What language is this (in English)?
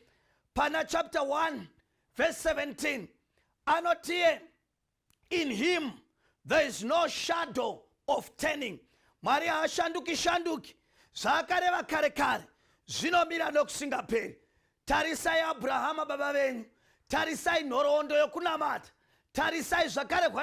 Shona